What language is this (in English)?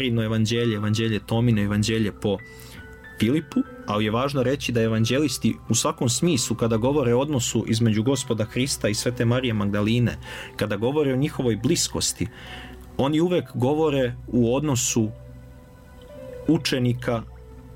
Serbian